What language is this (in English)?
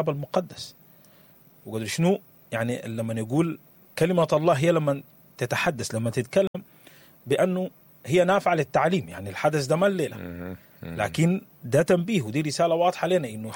Sudanese Arabic